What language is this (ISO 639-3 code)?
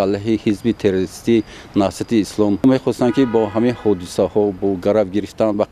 tgk